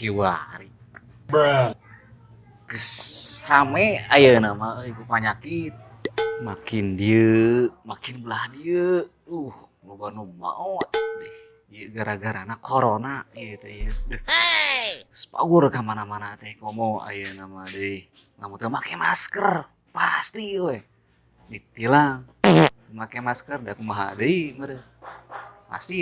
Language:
Sundanese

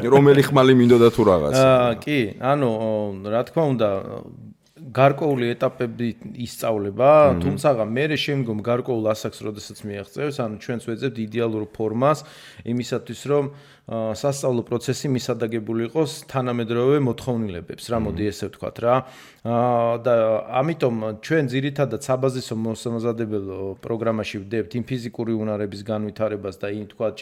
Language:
Georgian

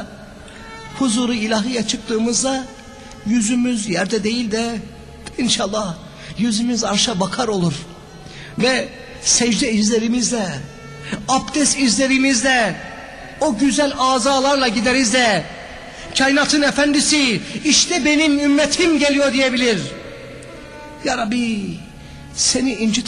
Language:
Turkish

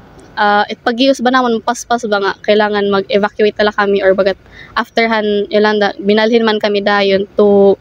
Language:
Waray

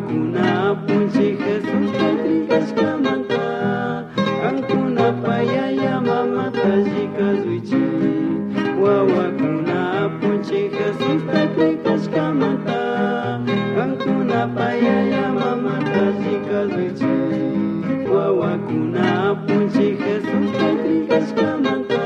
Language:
Chimborazo Highland Quichua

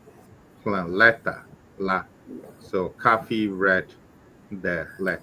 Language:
Ewe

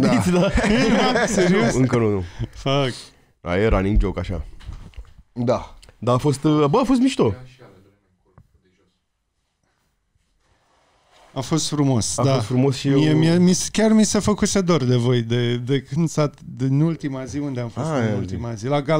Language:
Romanian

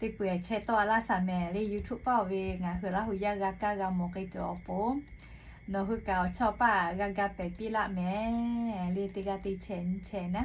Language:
Lahu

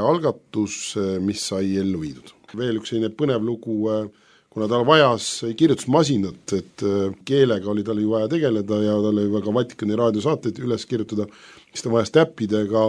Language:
Estonian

